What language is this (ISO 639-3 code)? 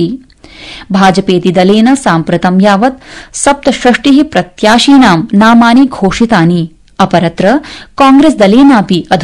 san